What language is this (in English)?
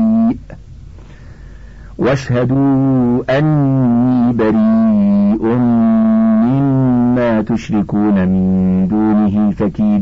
Arabic